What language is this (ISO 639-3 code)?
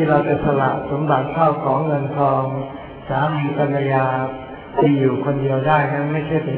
tha